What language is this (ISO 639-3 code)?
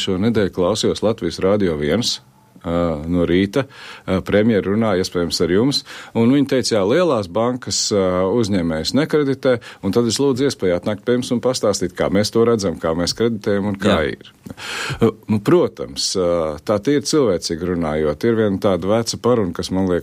lav